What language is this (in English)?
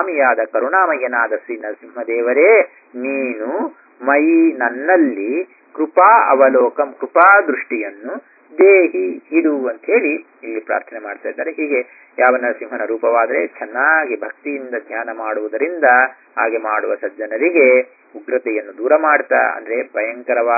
Kannada